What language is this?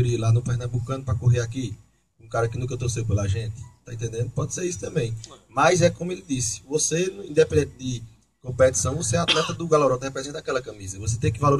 Portuguese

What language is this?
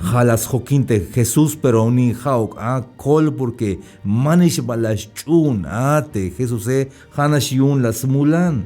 Tzeltal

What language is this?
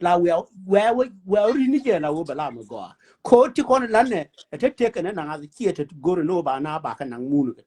Nuer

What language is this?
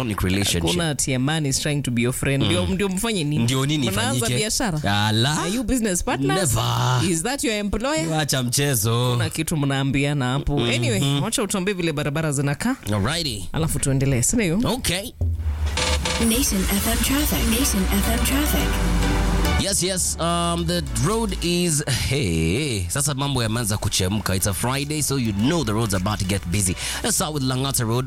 Swahili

